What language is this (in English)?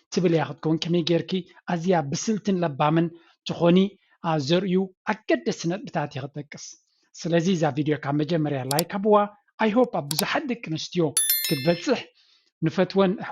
Tigrinya